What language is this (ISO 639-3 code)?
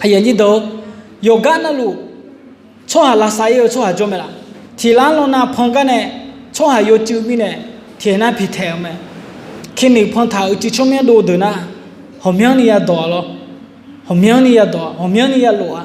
ahk